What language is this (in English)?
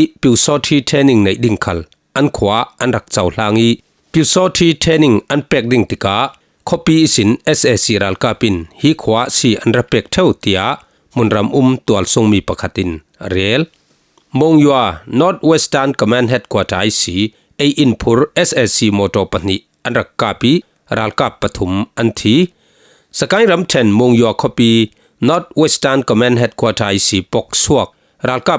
Falam Chin